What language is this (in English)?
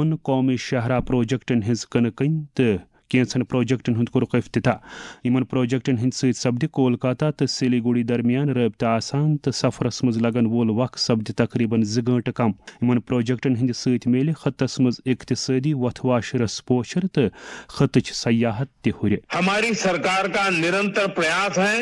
Kashmiri